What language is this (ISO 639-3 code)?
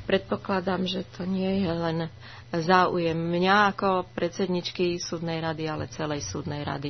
slk